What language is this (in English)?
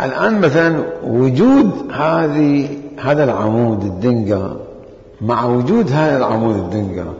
Mesopotamian Arabic